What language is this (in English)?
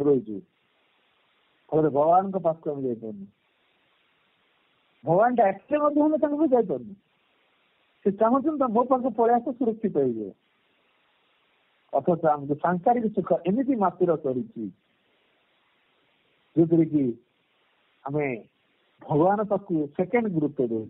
Odia